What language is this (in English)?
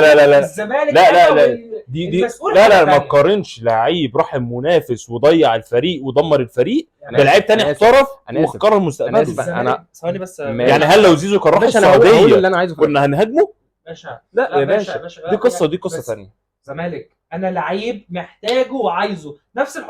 Egyptian Arabic